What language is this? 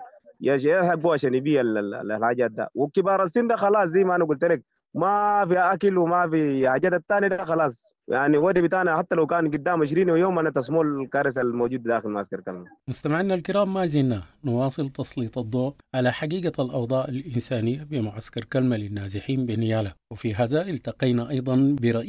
Sudanese Arabic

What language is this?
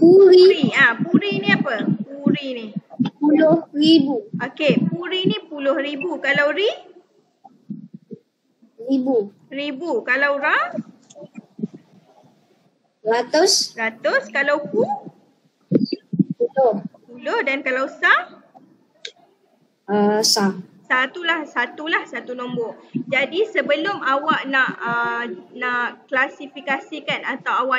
Malay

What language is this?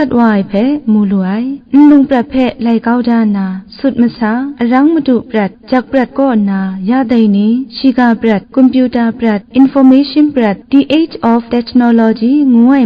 Kachin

